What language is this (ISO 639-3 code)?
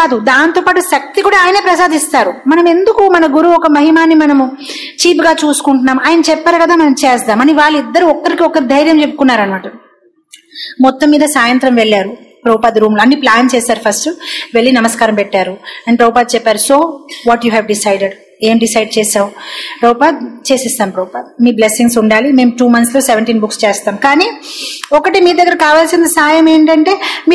tel